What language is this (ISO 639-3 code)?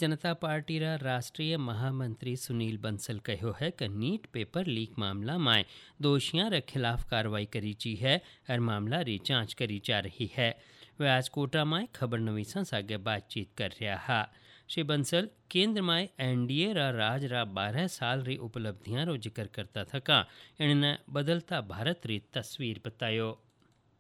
hin